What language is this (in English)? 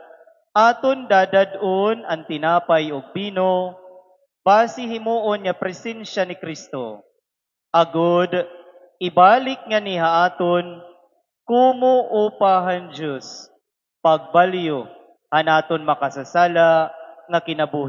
Waray